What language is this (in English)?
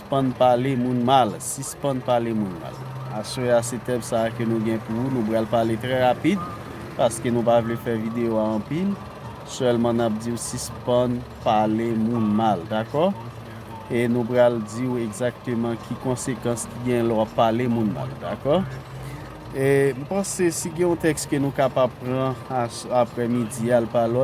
Haitian Creole